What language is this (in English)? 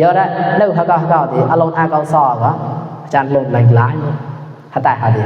Mon